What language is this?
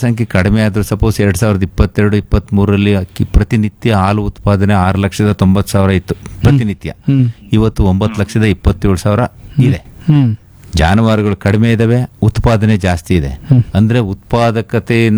Kannada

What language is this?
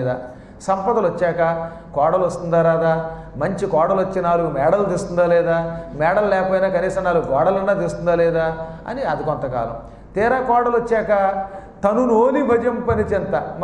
Telugu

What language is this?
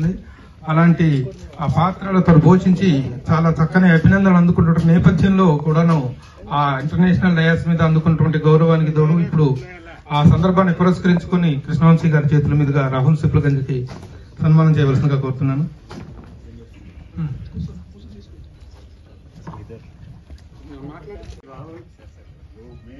Telugu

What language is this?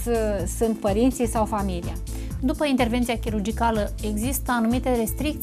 Romanian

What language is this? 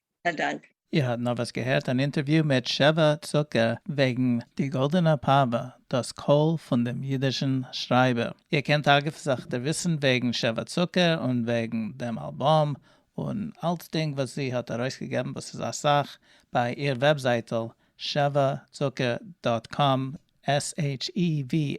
Yiddish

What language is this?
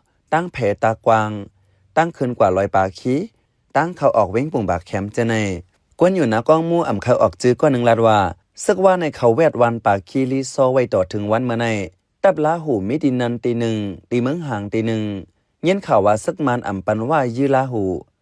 Shan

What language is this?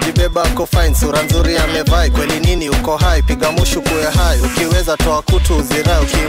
Swahili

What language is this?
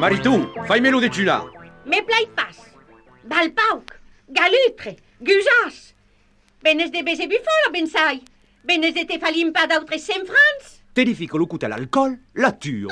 Occitan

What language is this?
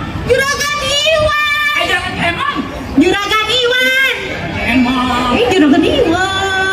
Betawi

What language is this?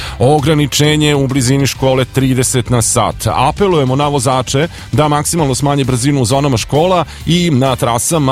Serbian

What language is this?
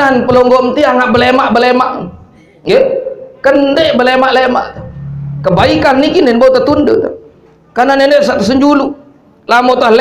Sasak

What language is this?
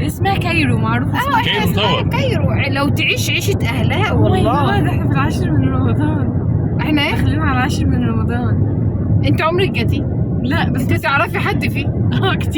Egyptian Arabic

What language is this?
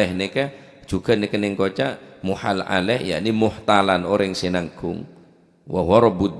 Madurese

